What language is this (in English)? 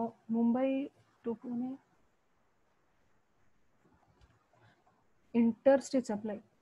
Tamil